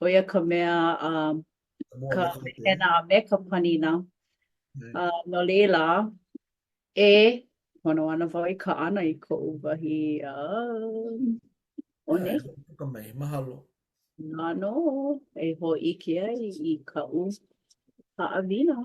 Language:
Hawaiian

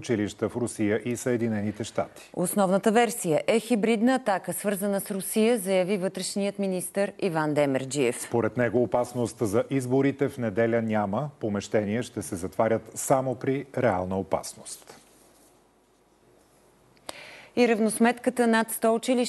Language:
Bulgarian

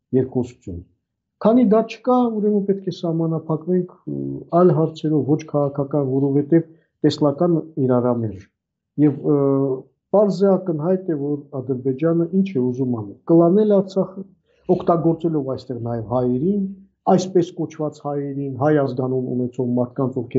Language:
Armenian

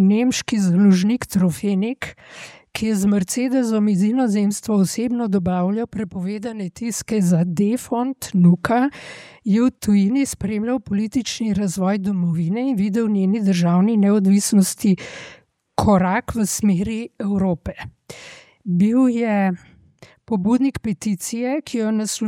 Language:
Slovenian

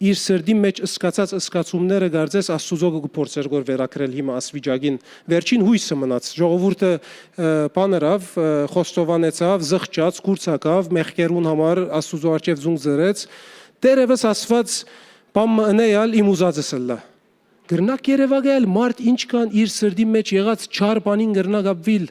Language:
Western Armenian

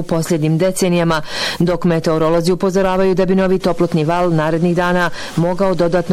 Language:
Bosnian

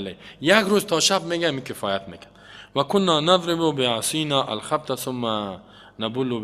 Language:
Persian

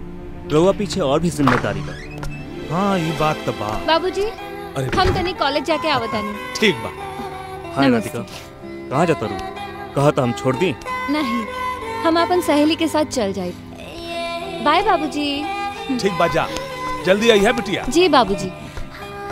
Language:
Bhojpuri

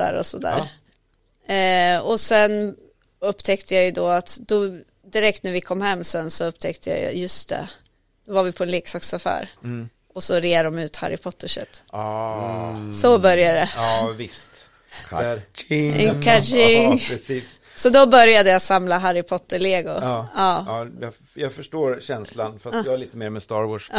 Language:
Swedish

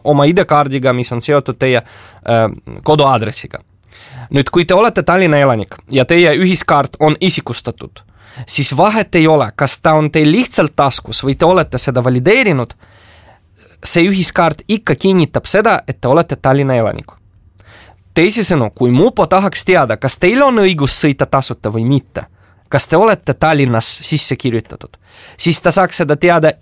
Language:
Estonian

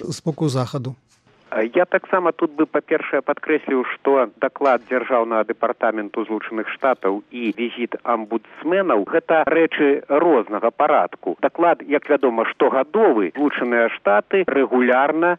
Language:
Belarusian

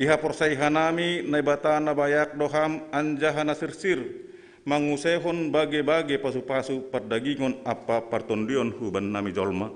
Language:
Batak Simalungun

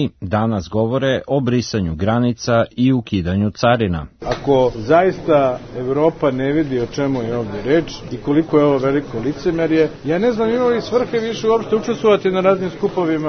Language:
Serbian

